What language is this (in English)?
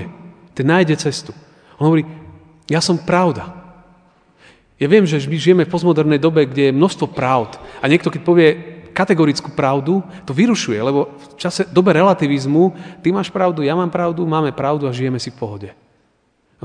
Slovak